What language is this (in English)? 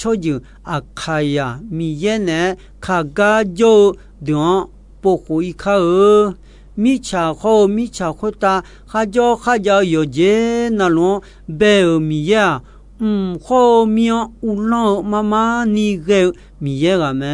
Akha